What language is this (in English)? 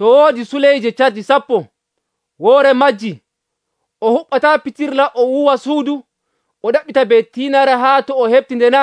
Nigerian Fulfulde